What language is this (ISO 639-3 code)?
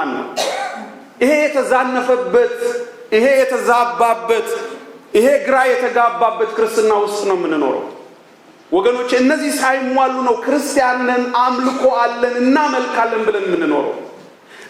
amh